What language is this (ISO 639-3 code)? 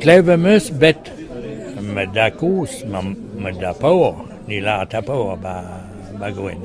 bre